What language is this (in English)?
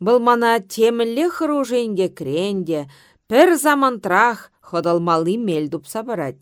Chuvash